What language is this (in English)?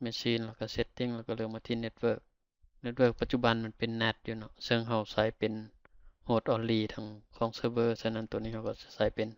Lao